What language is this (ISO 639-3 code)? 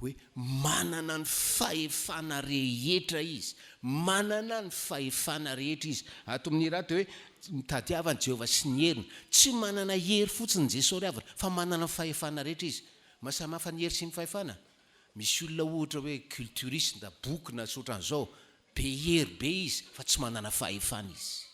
mlg